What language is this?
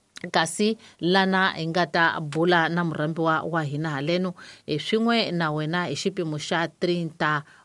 Tsonga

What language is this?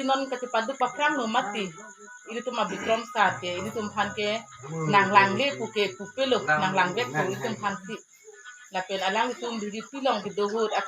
Karbi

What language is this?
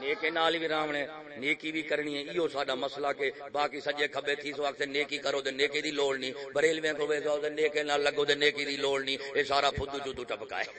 Saraiki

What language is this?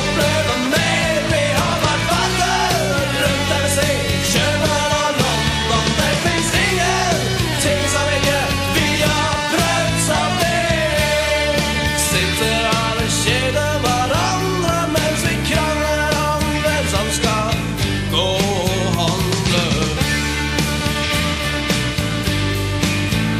Norwegian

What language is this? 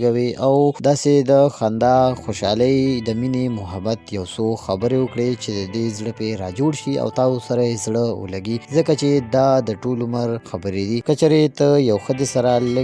Pashto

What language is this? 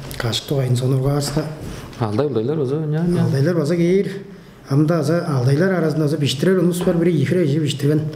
Tuvinian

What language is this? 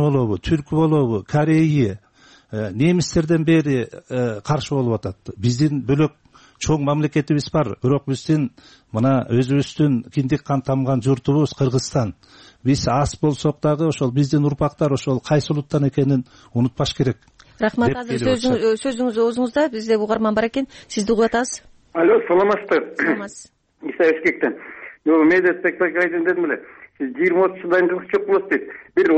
Kyrgyz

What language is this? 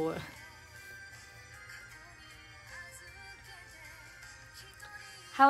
Chinese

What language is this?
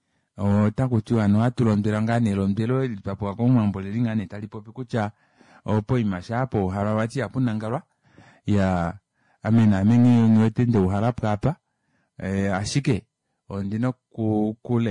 Kuanyama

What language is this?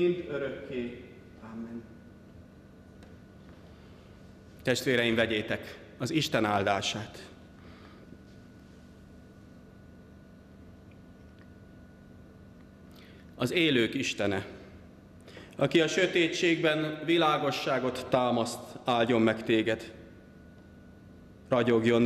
Hungarian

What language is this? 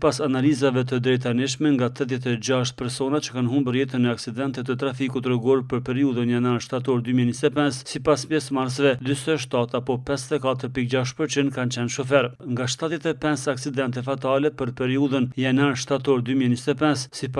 Albanian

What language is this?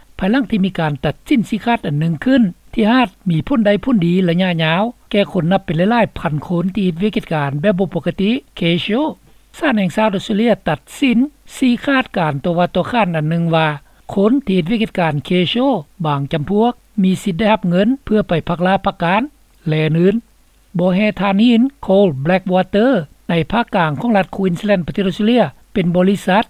Lao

